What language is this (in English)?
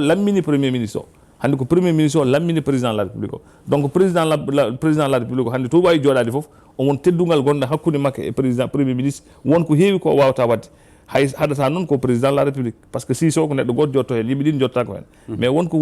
Fula